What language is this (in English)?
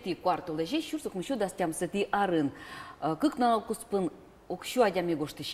Udmurt